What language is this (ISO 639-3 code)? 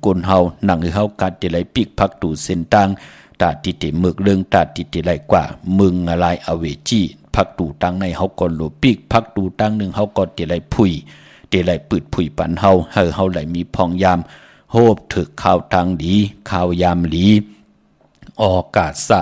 shn